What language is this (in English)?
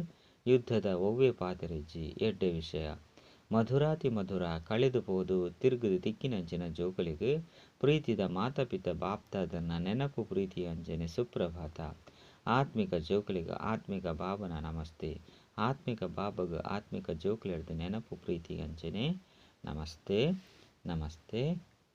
Tulu